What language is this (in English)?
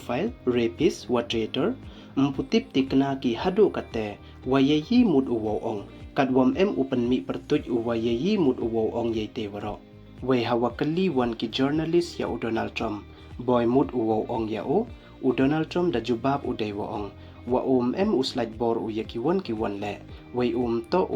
Pnar